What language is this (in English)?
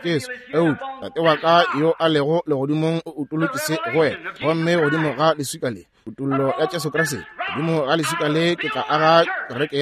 Northern Sotho